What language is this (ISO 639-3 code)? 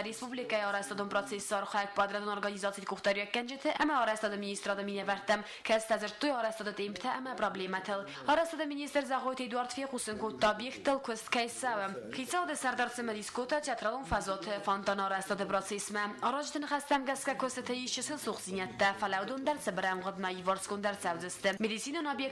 oss